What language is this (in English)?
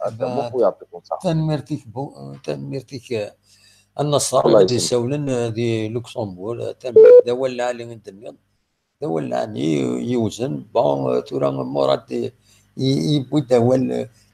Kabyle